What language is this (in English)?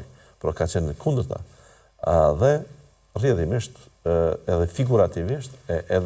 Albanian